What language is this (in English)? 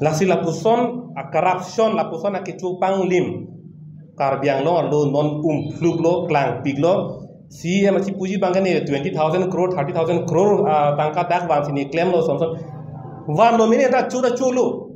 Karbi